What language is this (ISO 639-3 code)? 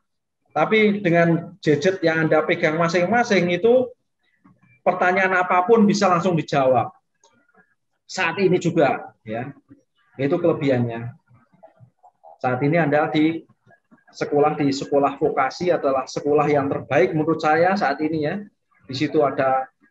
ind